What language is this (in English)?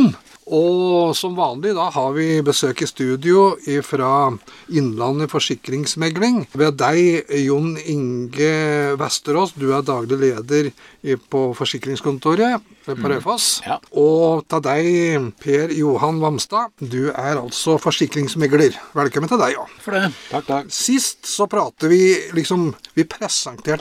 Norwegian